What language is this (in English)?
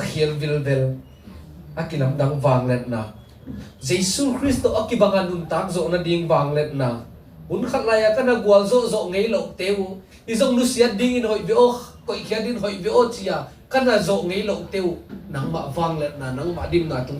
Tedim Chin